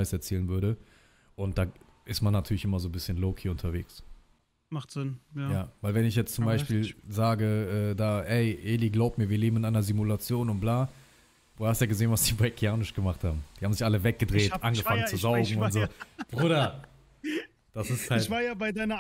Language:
German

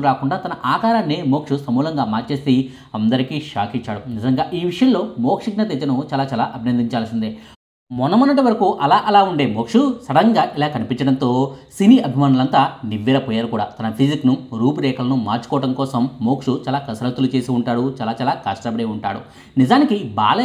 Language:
Telugu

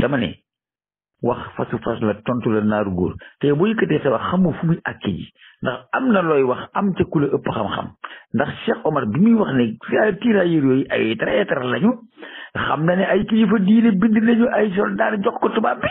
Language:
Wolof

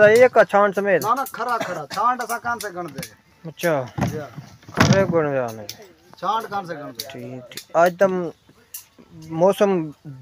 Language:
Saraiki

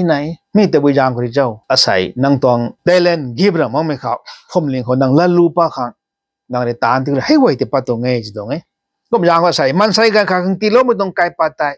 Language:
Rongmei Naga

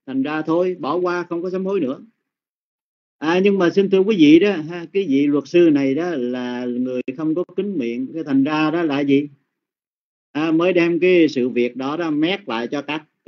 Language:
Vietnamese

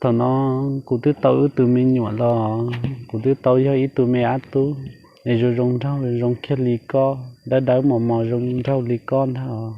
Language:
Hmong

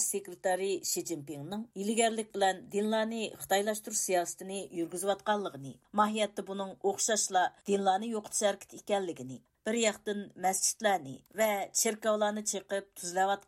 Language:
Uyghur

